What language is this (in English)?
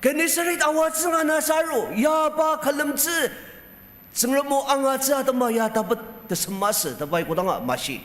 Ao Naga